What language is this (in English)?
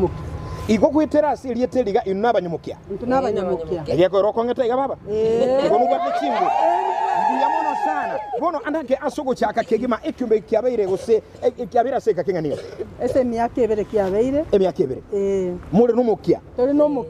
Gusii